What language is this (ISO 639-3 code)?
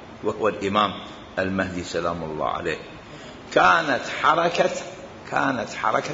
acm